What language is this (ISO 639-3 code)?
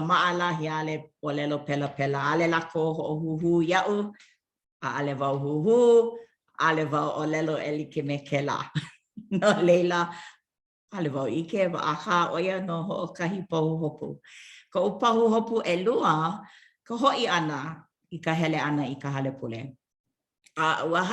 haw